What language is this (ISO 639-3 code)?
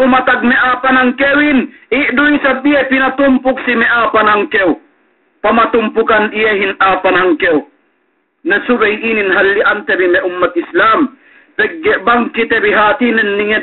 yka